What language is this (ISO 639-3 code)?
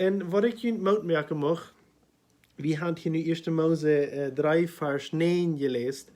pdt